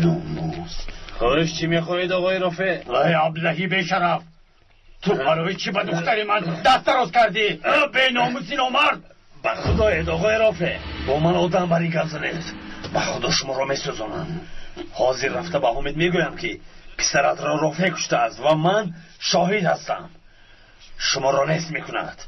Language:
Tajik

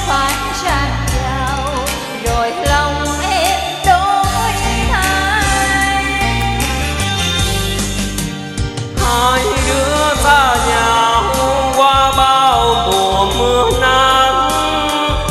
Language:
Vietnamese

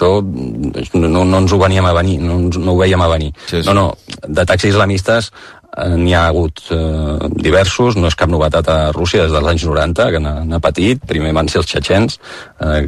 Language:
Catalan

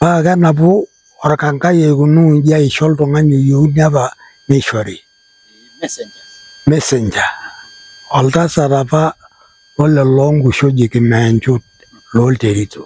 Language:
Masai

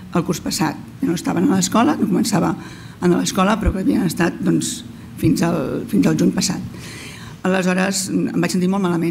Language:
Catalan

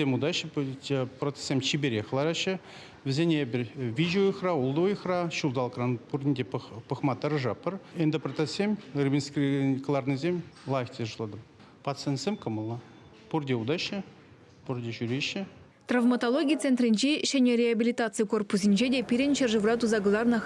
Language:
Chuvash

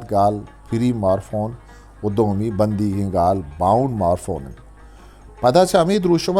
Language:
Eastern Balochi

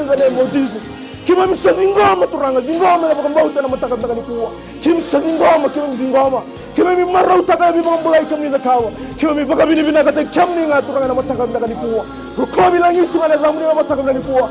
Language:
Fijian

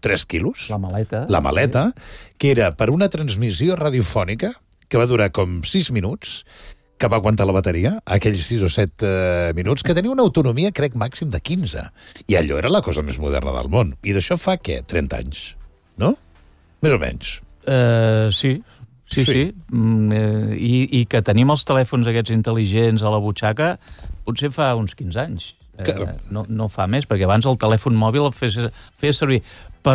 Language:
Catalan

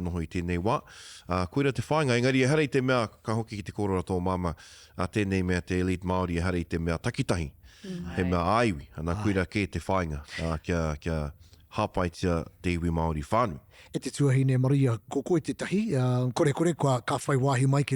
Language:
Māori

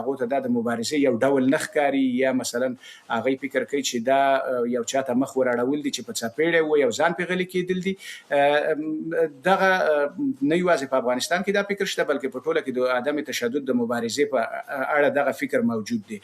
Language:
Pashto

